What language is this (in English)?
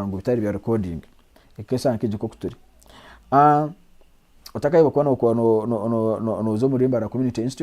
Nyankole